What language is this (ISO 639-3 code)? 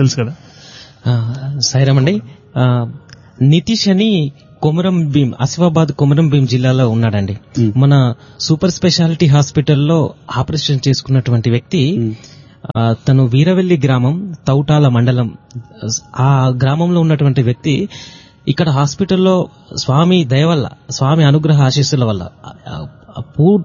tel